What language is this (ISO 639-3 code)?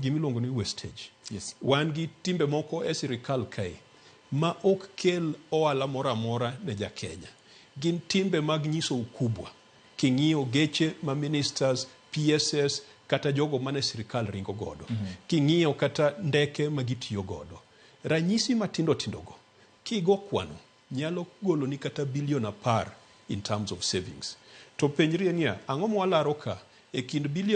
luo